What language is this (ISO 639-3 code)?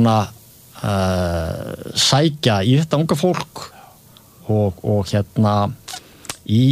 isl